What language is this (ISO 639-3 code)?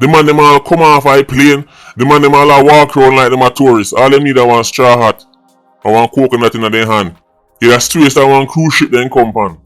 jam